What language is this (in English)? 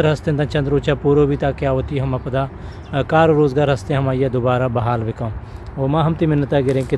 Eastern Balochi